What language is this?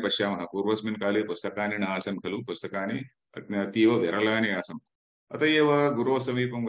Sanskrit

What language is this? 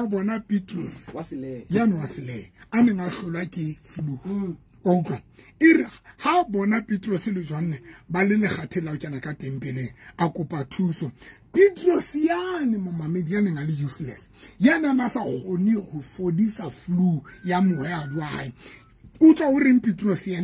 Southern Sotho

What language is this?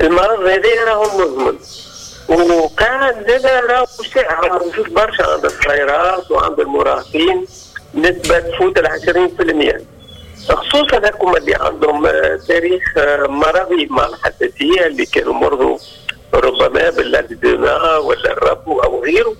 Tunisian Arabic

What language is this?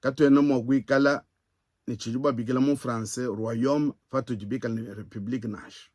Luba-Lulua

